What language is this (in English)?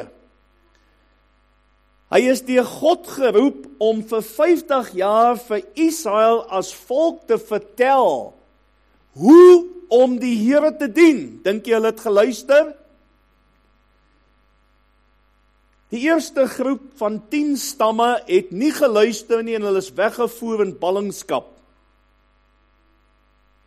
Afrikaans